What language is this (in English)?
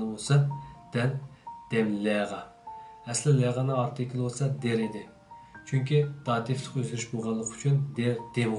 Uyghur